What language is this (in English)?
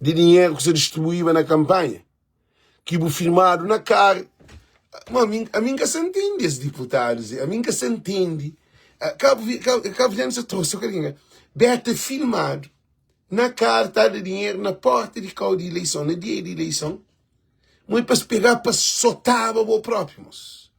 Kabuverdianu